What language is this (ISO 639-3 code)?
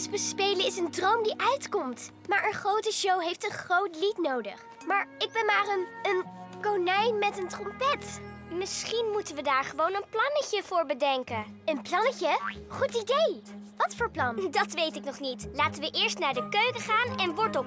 nld